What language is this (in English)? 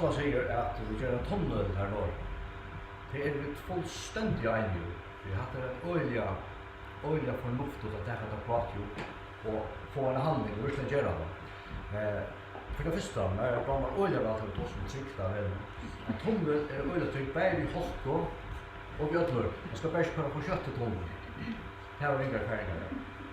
Faroese